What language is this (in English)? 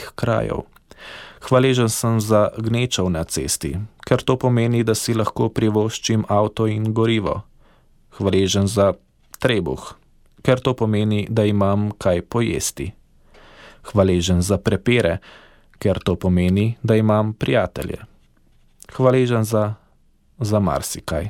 Slovenian